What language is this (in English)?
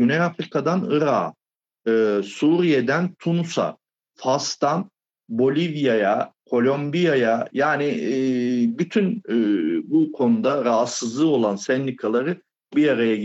Turkish